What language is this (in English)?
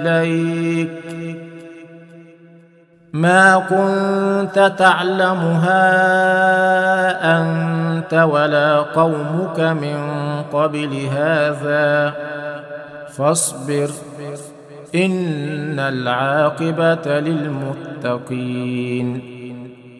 Arabic